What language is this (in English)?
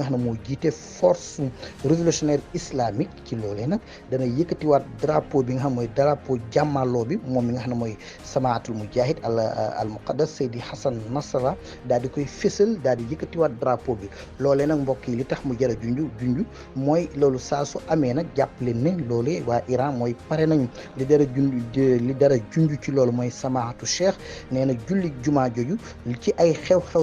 Wolof